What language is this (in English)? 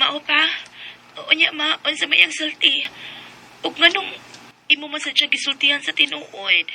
Cebuano